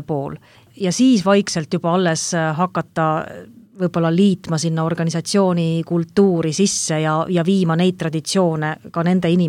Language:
Estonian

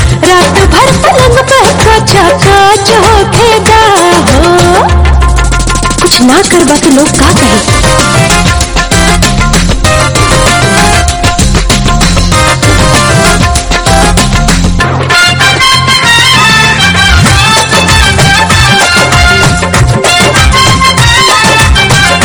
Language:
Bhojpuri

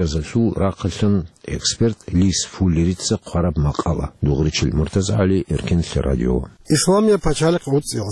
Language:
Avaric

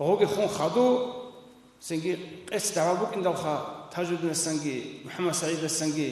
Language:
Avaric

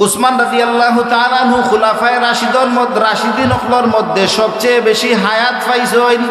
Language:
Sylheti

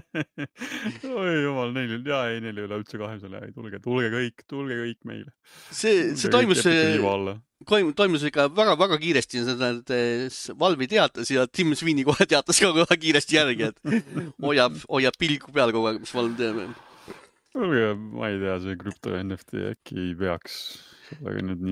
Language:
Estonian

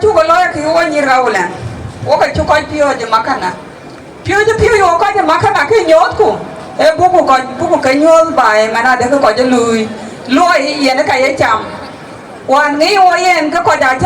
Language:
Dinka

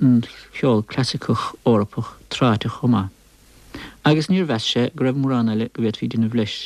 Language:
Irish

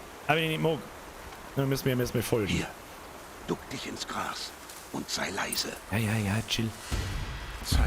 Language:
Bavarian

